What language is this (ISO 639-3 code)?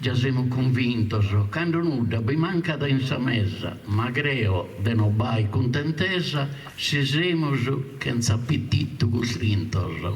srd